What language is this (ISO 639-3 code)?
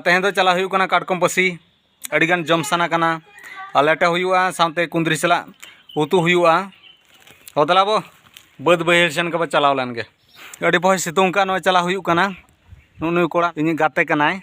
sat